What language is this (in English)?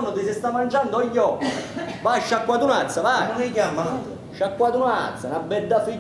Italian